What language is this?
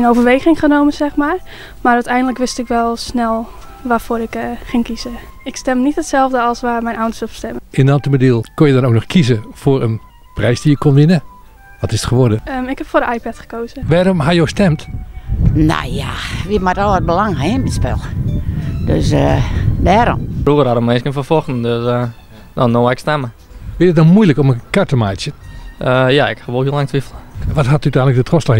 Western Frisian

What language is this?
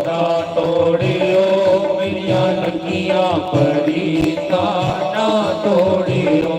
Dogri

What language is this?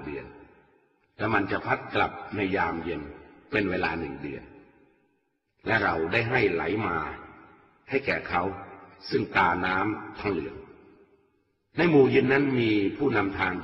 Thai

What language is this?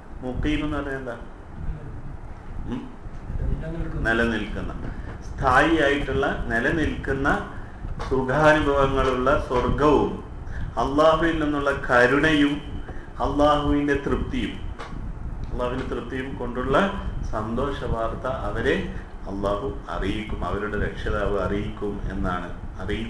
Malayalam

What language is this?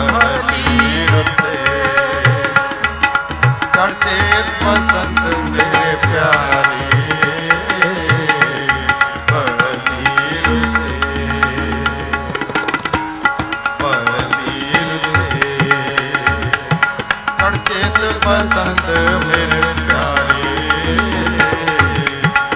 Punjabi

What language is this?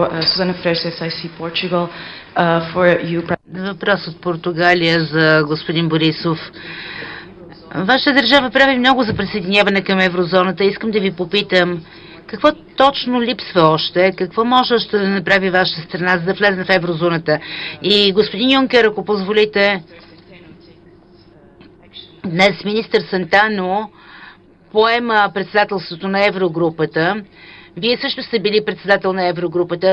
Bulgarian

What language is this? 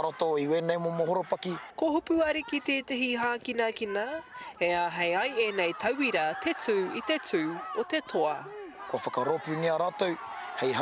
Māori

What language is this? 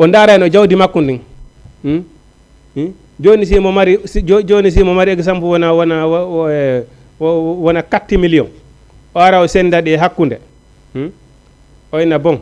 Fula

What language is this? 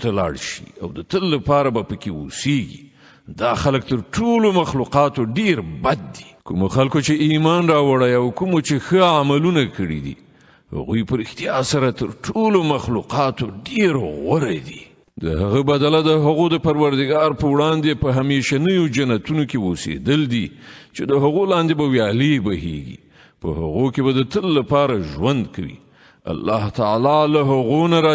Pashto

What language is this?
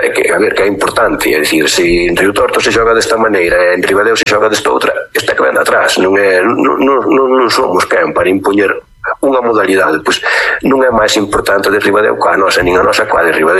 Galician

